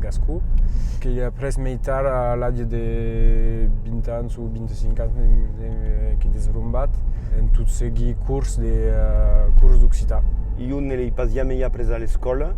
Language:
Occitan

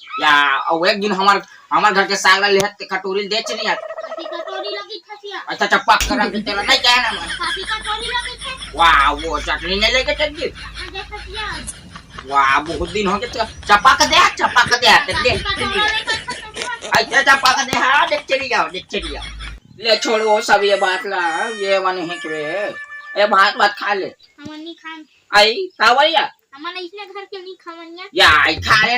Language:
Chhattisgarhi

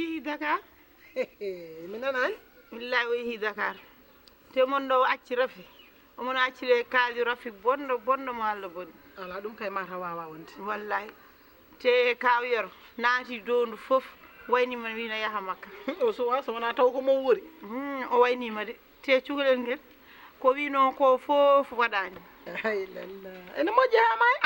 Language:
Fula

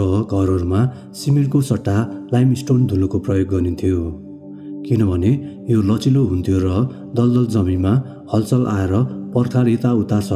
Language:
Nepali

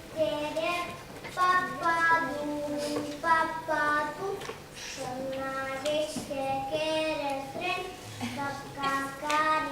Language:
Chuvash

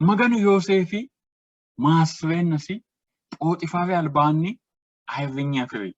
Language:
Sidamo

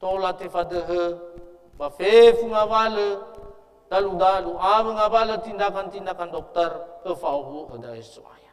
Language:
Nias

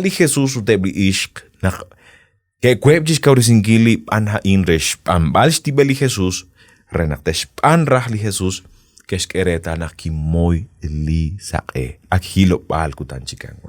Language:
Kekchí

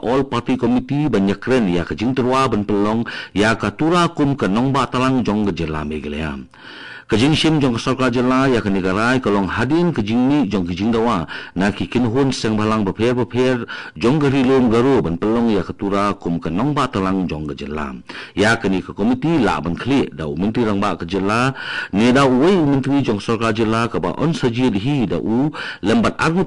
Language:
Khasi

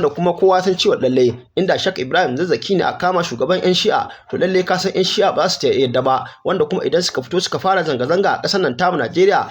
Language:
Hausa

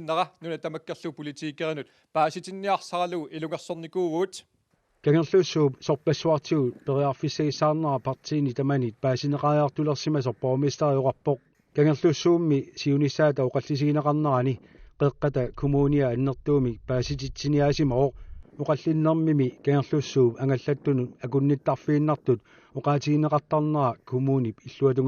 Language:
Kalaallisut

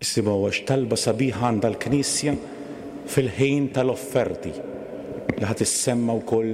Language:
Maltese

